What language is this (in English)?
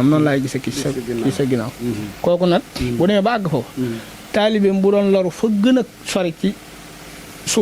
Wolof